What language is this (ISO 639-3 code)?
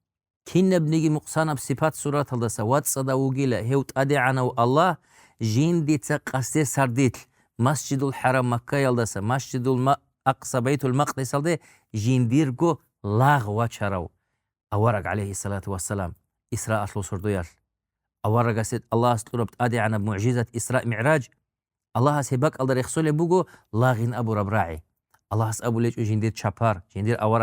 ava